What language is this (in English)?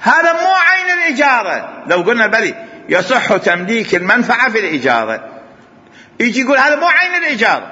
Mesopotamian Arabic